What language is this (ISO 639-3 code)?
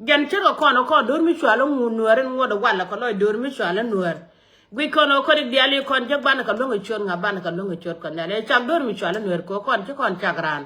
nus